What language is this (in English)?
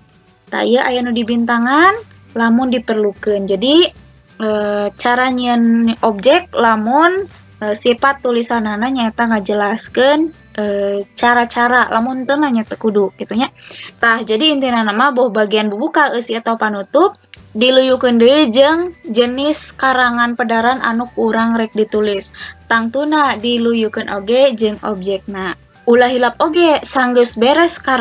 Sundanese